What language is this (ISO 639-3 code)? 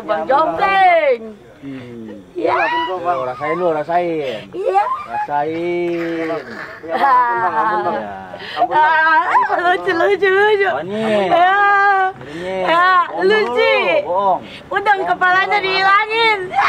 bew